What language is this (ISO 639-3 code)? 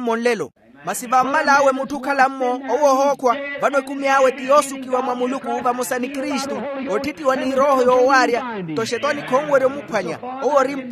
vmw